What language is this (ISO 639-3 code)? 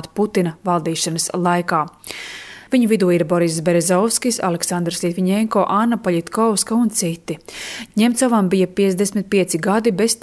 lav